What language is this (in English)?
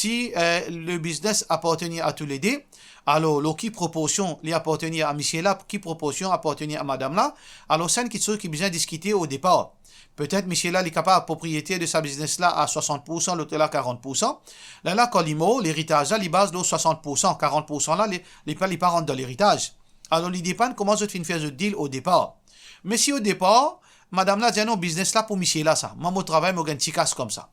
Morisyen